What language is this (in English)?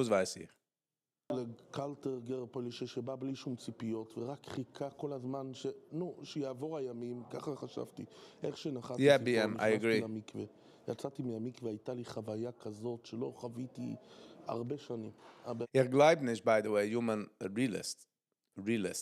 Yiddish